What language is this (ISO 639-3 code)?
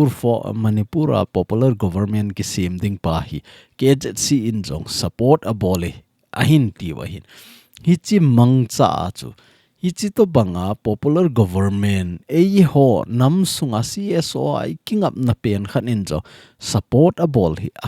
tcz